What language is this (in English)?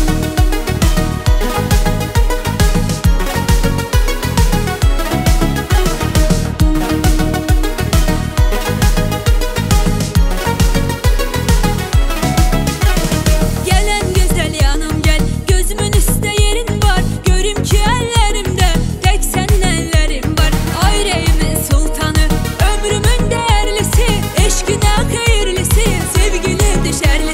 Turkish